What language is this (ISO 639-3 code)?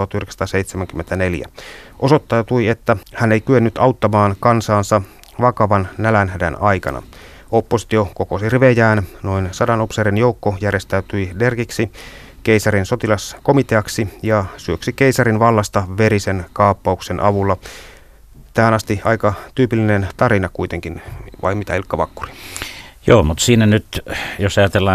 fin